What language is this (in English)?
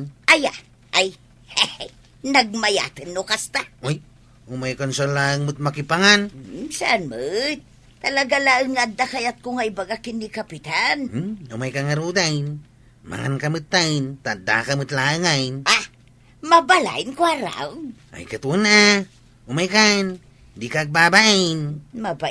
Iloko